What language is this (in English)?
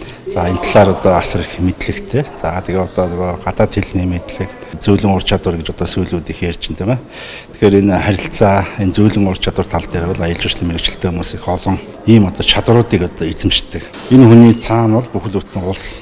Mongolian